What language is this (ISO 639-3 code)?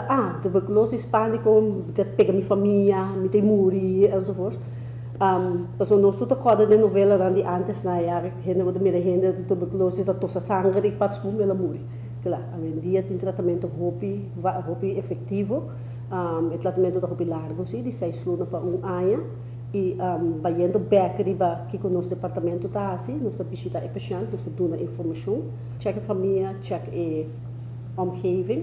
pap